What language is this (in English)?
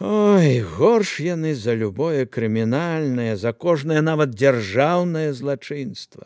Belarusian